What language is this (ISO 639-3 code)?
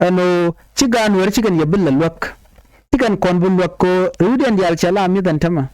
nus